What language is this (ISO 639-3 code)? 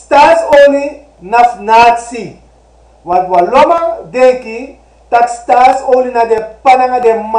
srn